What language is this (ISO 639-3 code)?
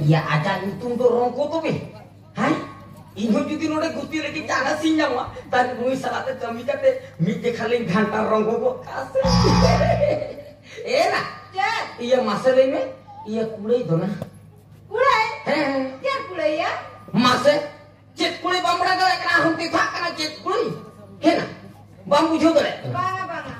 sat